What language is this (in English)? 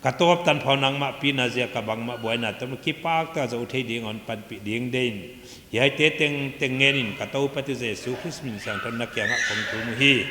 Paite Chin